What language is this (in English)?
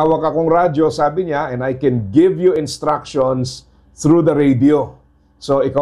Filipino